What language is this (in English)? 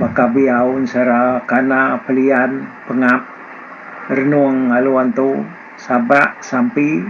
Iban